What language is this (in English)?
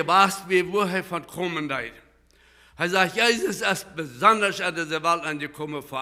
Plautdietsch